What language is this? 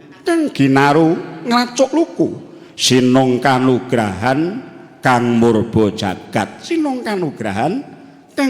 Javanese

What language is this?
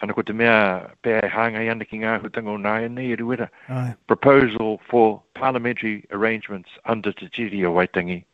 Māori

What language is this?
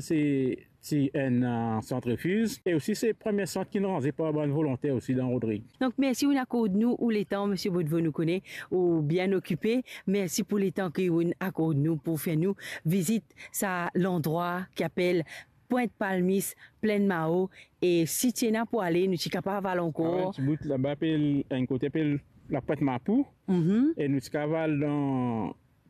Morisyen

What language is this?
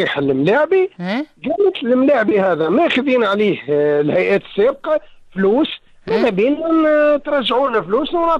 Tunisian Arabic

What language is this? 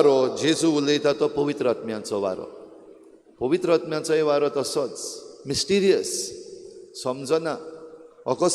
Konkani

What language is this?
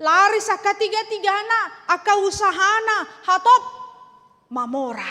Batak Toba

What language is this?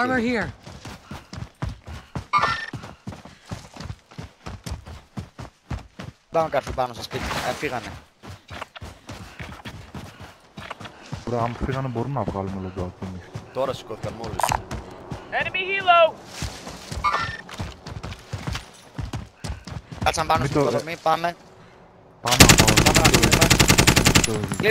Greek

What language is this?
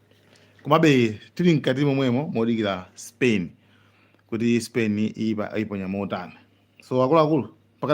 Nyanja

